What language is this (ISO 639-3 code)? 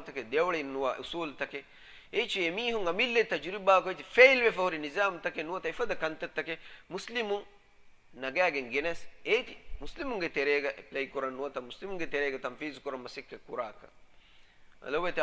div